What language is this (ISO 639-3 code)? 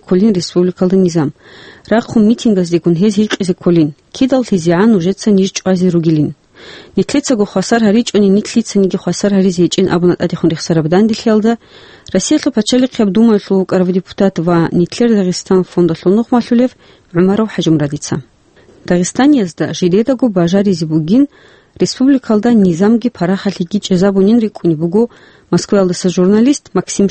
ava